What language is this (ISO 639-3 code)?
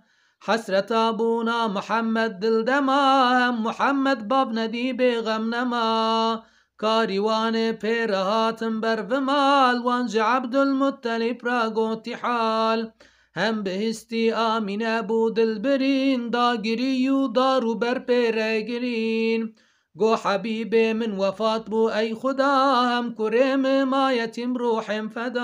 kur